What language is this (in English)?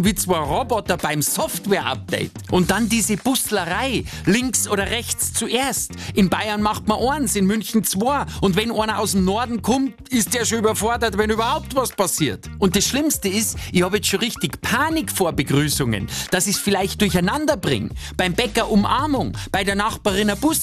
German